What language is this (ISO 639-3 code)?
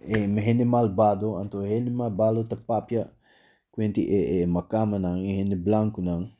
pap